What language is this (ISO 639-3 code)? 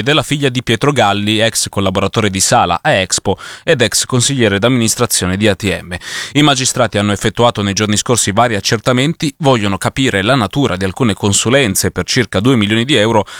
ita